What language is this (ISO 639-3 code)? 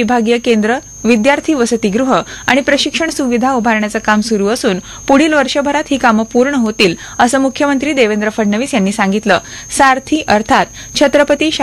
mar